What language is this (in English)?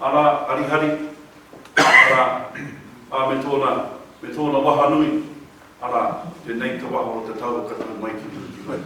Māori